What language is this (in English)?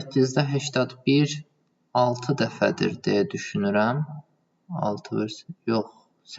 Azerbaijani